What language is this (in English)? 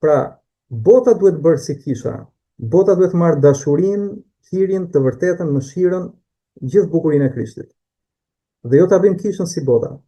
Albanian